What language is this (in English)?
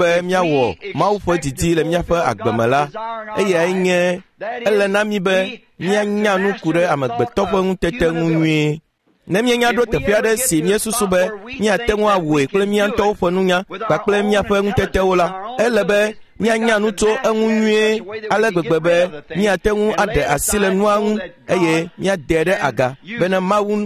Ewe